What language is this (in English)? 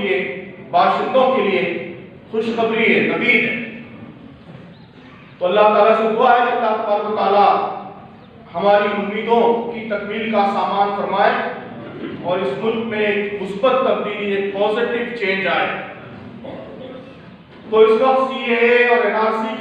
Urdu